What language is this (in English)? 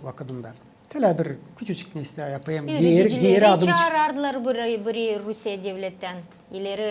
Gagauz